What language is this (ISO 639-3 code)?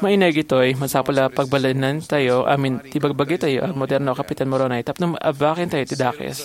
ilo